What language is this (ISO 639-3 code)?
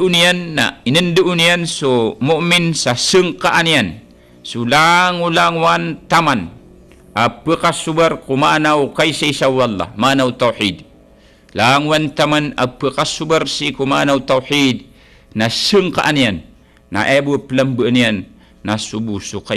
mrw